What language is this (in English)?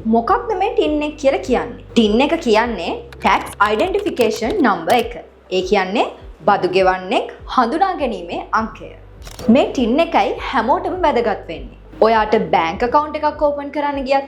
Sinhala